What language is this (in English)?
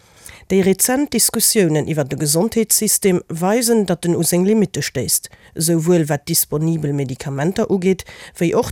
Luxembourgish